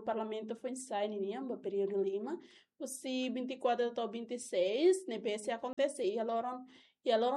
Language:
Tetum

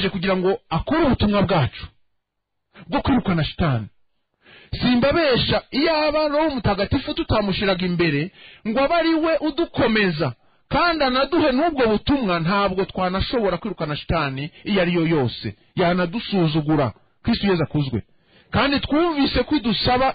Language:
Kinyarwanda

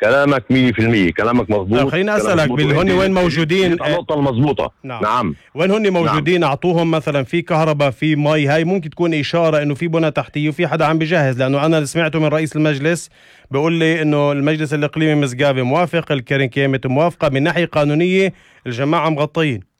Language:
North Levantine Arabic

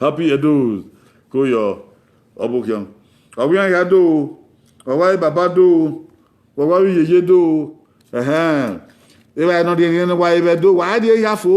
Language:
Bini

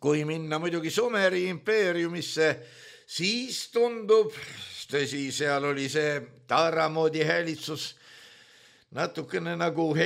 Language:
Estonian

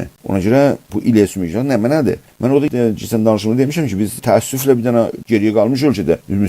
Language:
South Azerbaijani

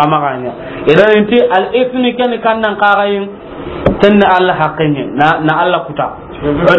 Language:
Soninke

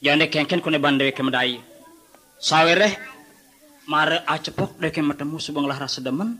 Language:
Balinese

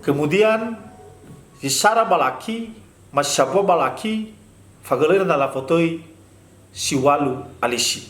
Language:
Nias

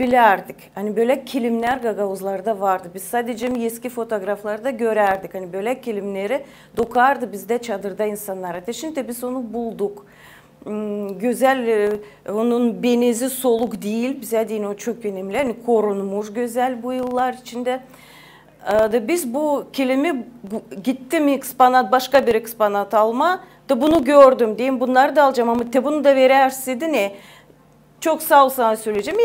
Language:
Gagauz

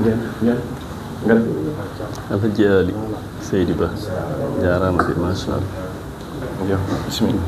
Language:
Fula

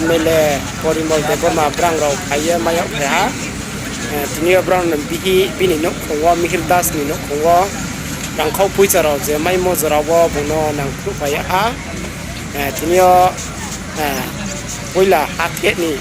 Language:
Riang (India)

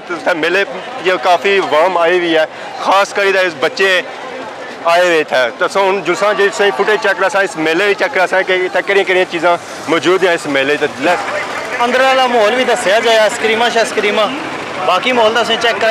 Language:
Pahari-Potwari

